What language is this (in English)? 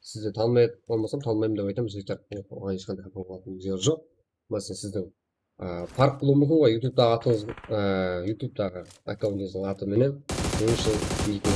Kara-Kalpak